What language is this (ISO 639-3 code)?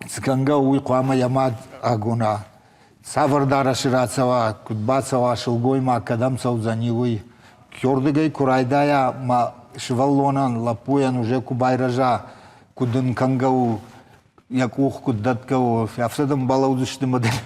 oss